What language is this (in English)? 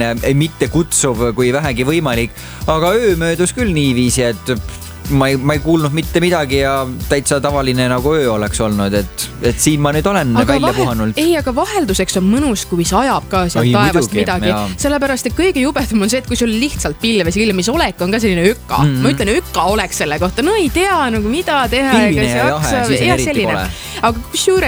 Estonian